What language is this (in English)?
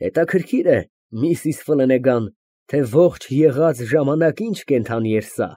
Armenian